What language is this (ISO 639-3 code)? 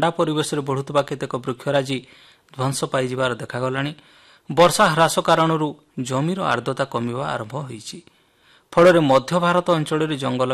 ori